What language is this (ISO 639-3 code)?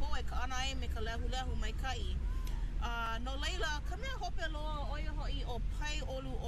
haw